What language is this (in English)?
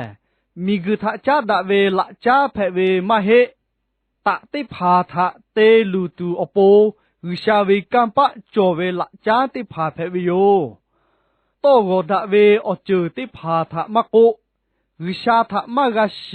Lahu